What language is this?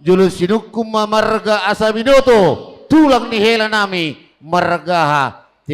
Batak Toba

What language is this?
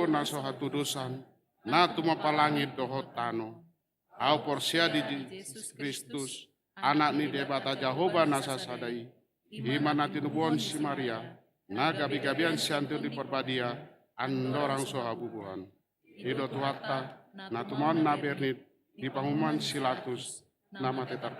Batak Toba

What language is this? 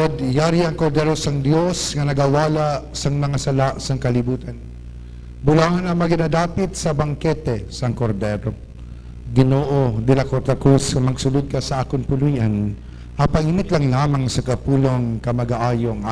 Hiligaynon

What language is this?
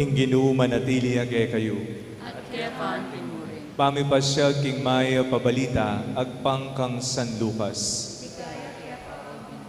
Pampanga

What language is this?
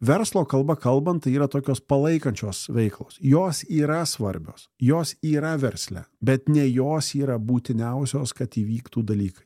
Lithuanian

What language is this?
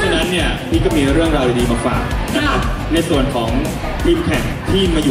Thai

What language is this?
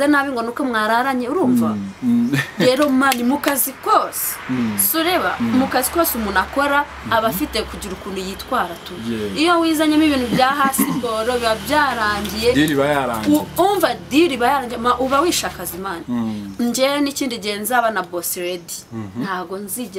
Kinyarwanda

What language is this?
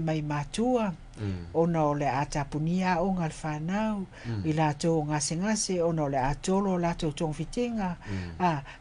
Samoan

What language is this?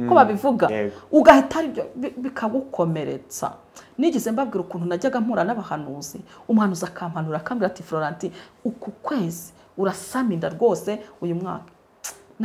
Kinyarwanda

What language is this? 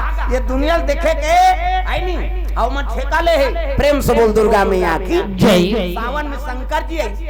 Chhattisgarhi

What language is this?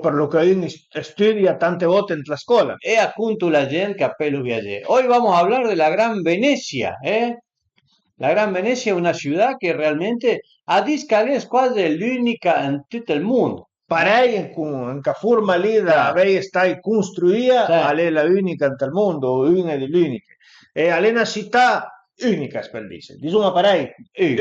Piedmontese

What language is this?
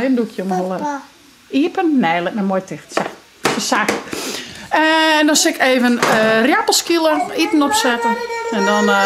Western Frisian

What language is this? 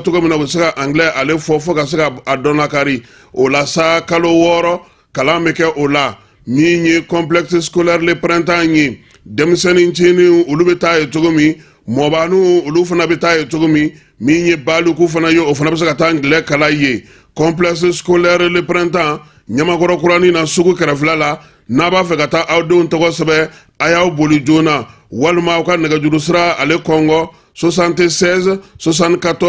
Bambara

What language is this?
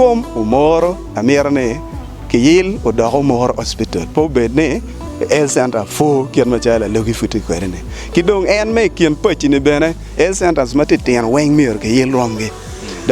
Acoli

